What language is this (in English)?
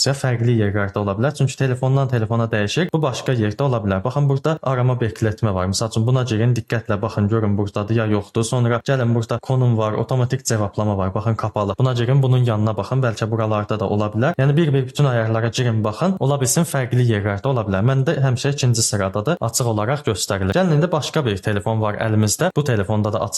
Azerbaijani